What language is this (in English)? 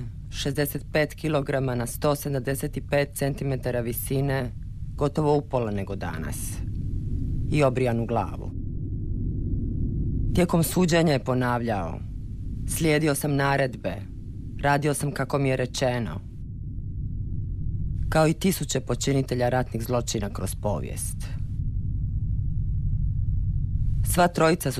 Croatian